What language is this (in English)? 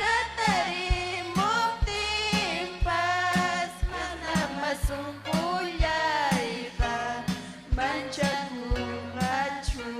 Ayacucho Quechua